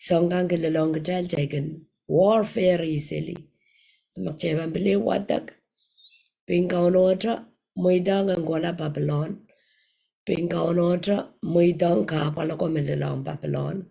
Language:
Pohnpeian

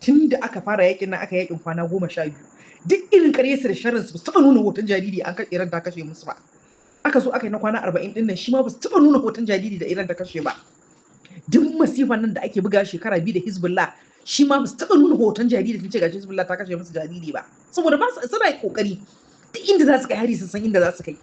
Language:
Hausa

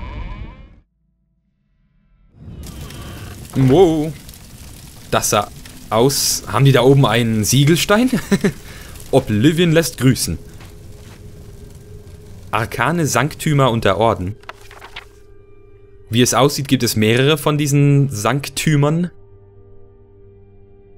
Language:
German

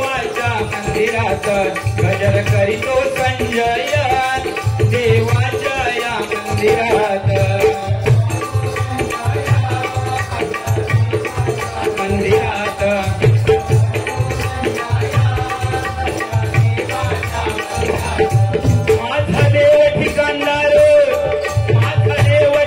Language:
Marathi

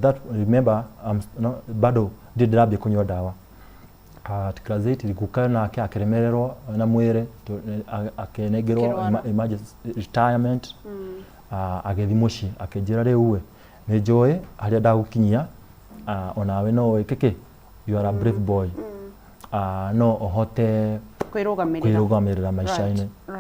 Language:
Kikuyu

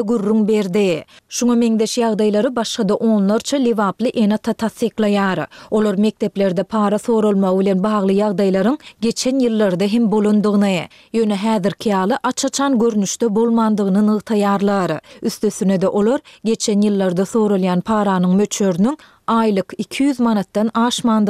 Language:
Turkmen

